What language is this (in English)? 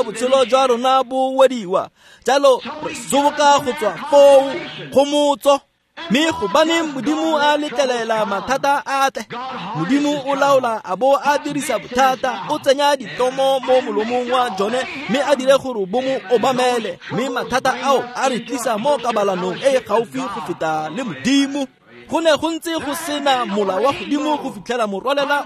Tswana